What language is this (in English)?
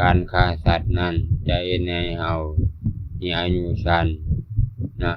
Lao